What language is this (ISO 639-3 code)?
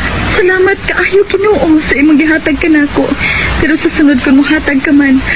ceb